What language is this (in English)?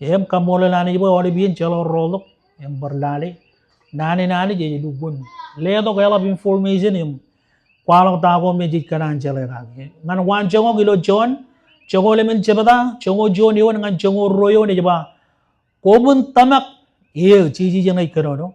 Marshallese